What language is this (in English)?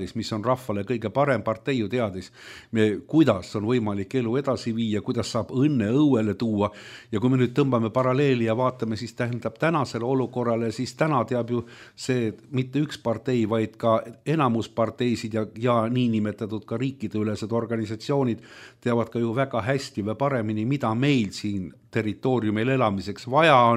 Estonian